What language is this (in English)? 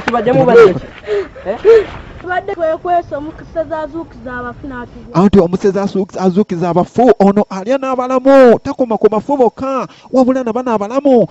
Ganda